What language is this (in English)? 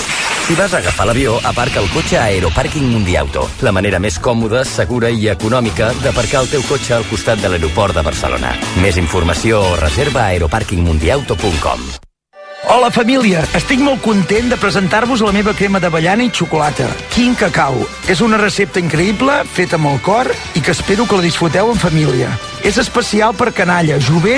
Catalan